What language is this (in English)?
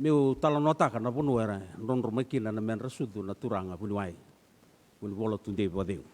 Fijian